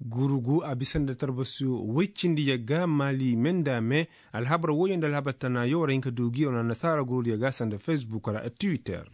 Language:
Koyraboro Senni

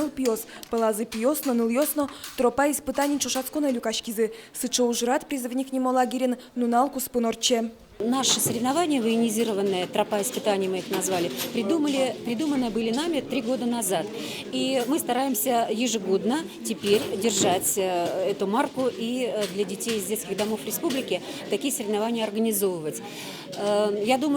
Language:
Udmurt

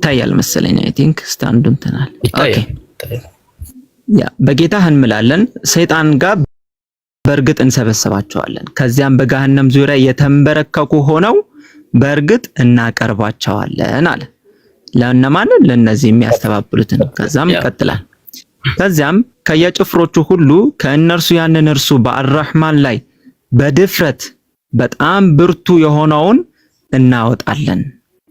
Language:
Amharic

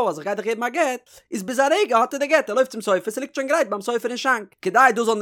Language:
Yiddish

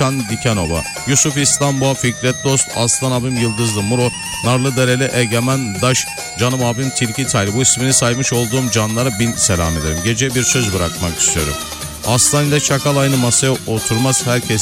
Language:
Turkish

